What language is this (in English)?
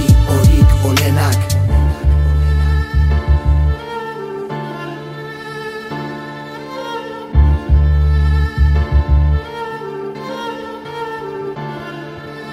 Basque